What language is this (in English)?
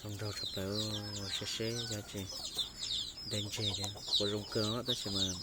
Hmong